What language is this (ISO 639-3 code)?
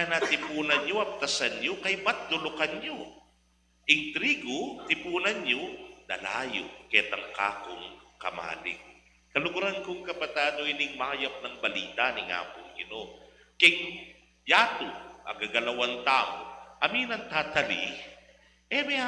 pam